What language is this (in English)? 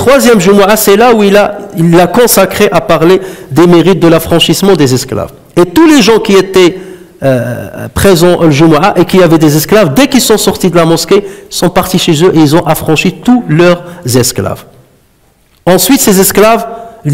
French